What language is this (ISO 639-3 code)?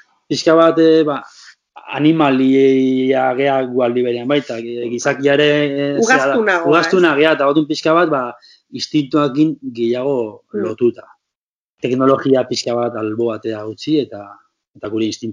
eus